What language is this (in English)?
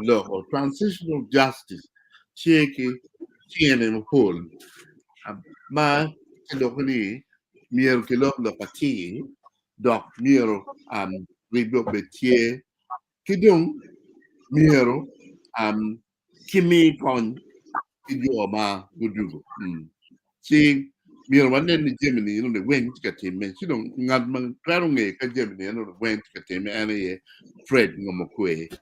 Acoli